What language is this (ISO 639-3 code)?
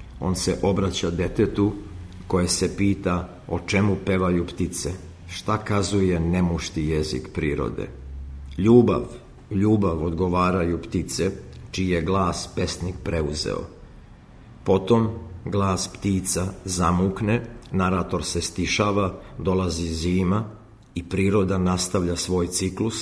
srp